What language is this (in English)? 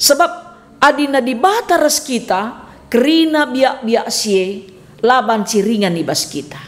Batak Karo